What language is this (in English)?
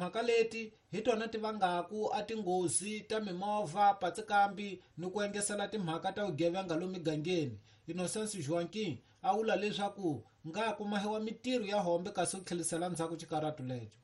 Tsonga